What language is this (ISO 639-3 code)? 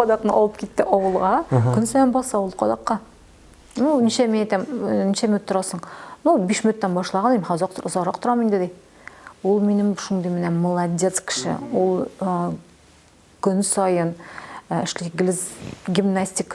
tat